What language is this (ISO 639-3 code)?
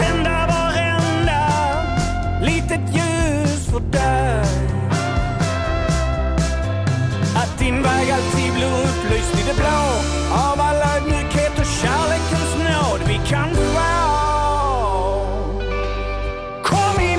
swe